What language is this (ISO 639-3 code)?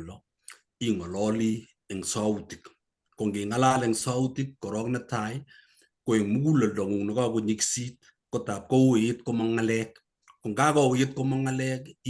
kln